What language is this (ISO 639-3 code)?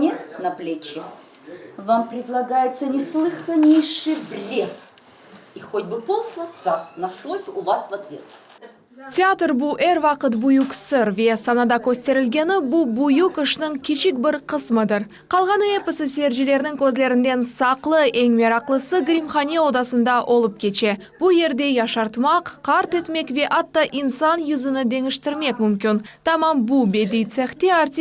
crh